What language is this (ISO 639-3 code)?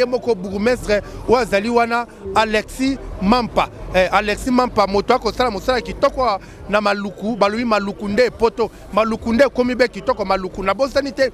lin